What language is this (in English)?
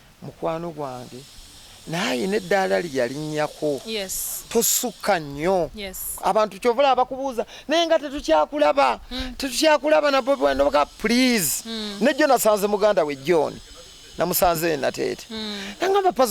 Ganda